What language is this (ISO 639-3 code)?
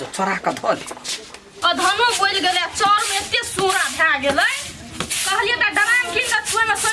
mai